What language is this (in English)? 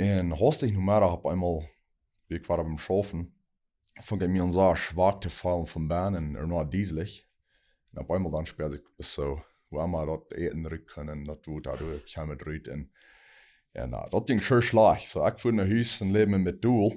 Plautdietsch